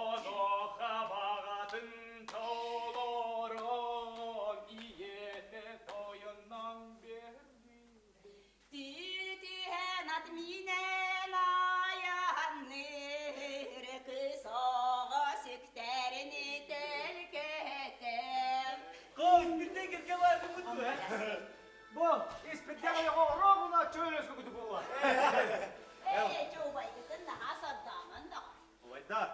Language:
Yakut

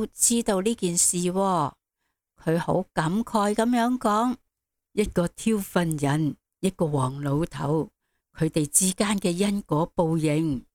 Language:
Cantonese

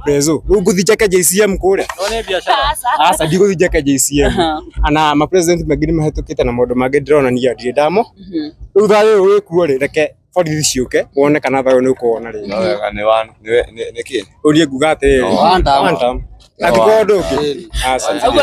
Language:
Kikuyu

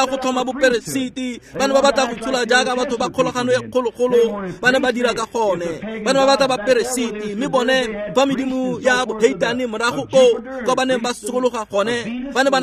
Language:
Tswana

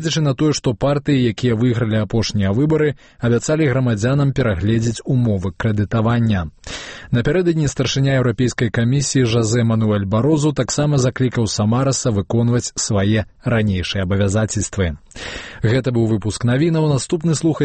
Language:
Belarusian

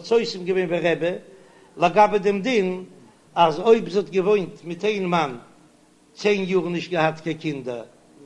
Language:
Yiddish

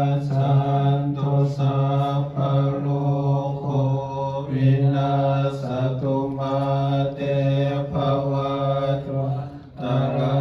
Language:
Pali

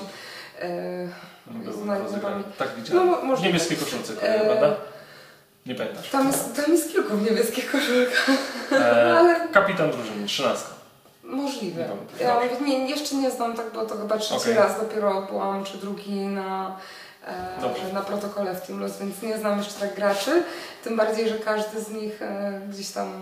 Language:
Polish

